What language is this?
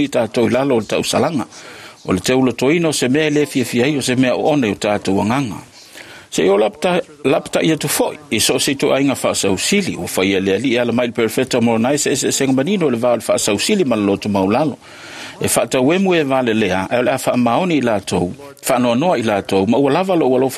Samoan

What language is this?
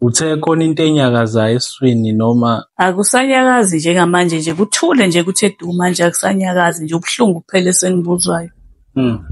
Zulu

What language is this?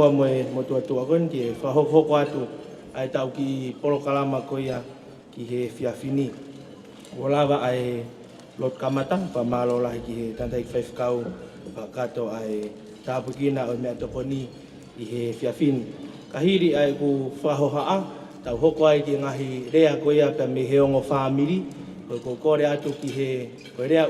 Tongan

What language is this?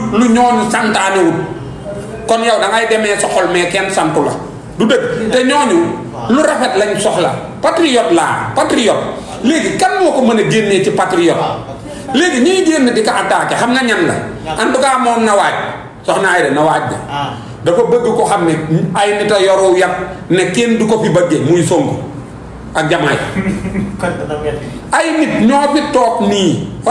Wolof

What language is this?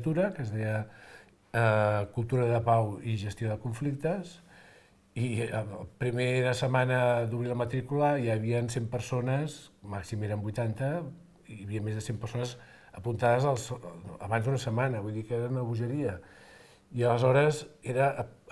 Catalan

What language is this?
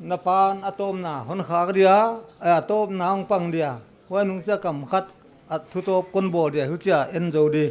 Paite Chin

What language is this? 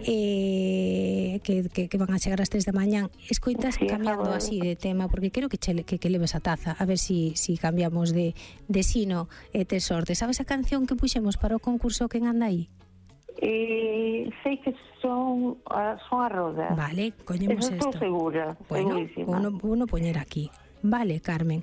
Galician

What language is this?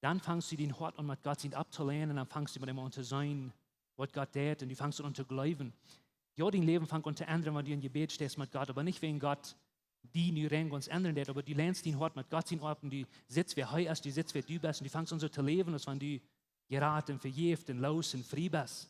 Plautdietsch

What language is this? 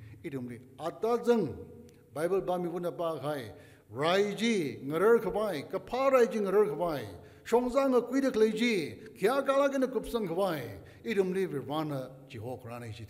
Tangkhul Naga (India)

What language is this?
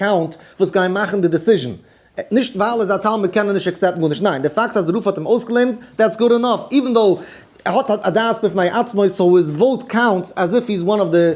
Yiddish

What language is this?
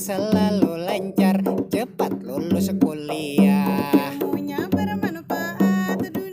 Banjar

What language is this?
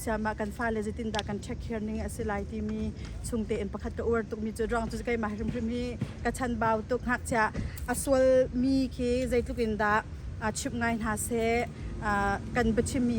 Hakha Chin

